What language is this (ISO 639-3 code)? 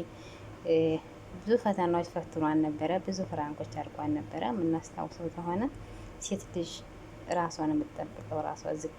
amh